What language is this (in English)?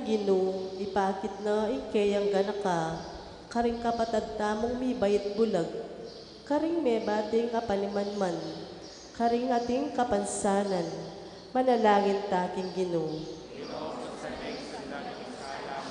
Pampanga